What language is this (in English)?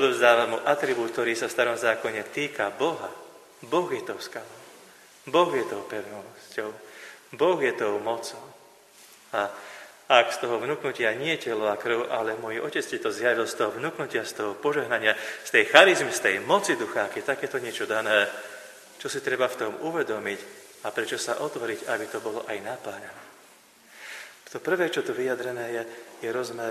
Slovak